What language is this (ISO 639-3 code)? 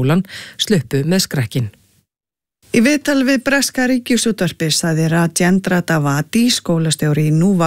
isl